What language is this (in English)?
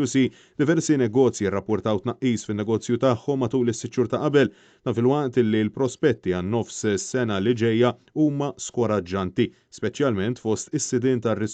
Maltese